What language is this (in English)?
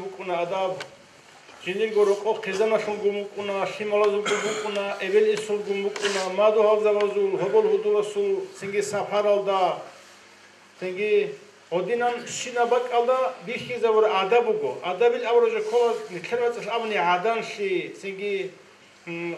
Avaric